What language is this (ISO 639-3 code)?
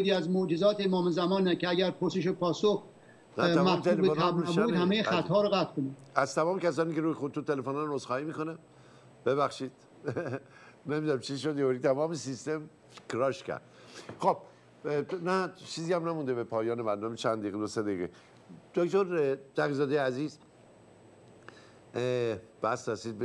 fas